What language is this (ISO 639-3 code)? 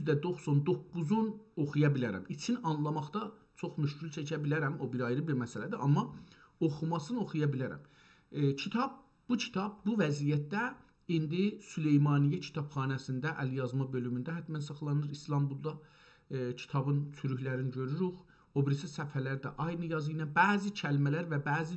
azb